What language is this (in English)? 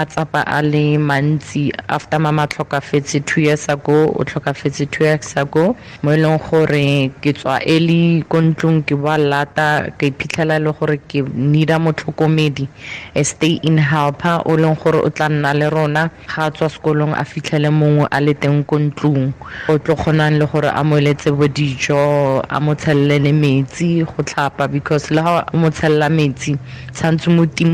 Tswana